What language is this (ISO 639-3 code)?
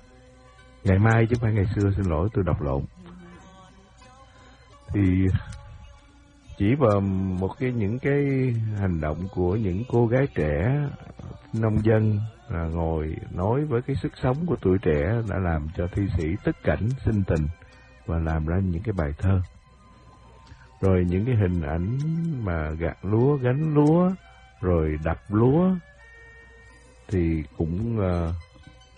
vie